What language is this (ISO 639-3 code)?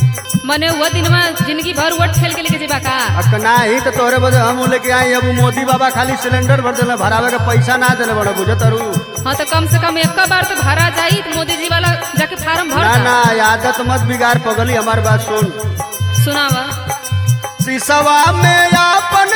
bho